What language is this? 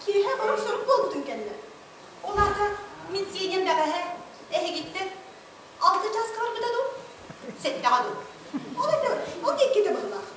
Yakut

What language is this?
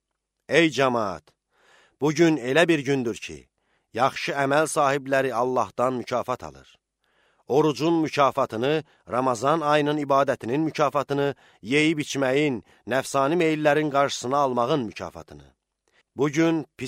Azerbaijani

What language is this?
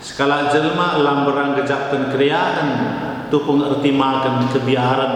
Batak Karo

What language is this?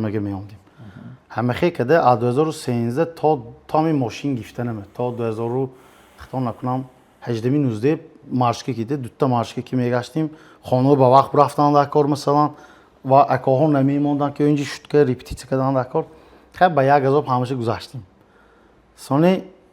Tajik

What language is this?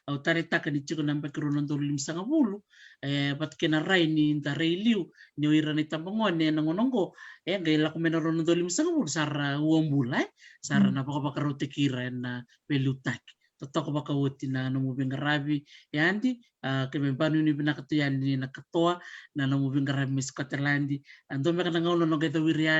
Fijian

